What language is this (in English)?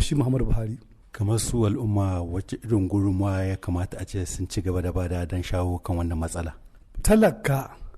Hausa